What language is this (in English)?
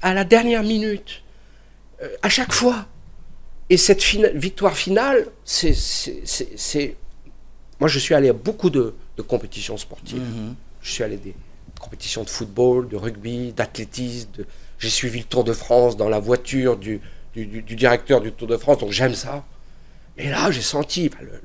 French